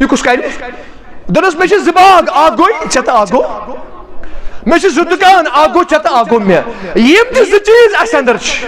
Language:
Kashmiri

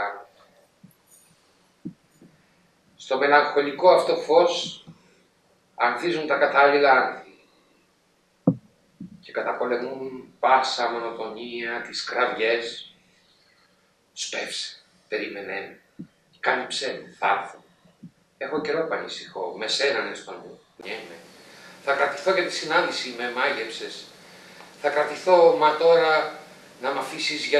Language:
Greek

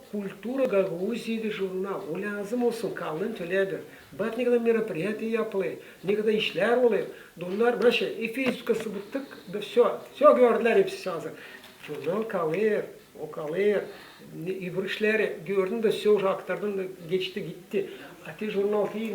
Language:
Gagauz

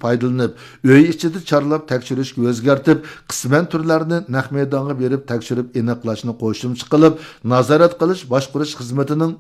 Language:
Uyghur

